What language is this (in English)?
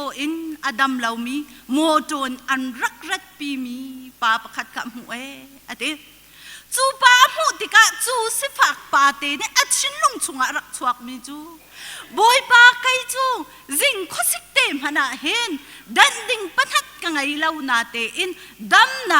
Hakha Chin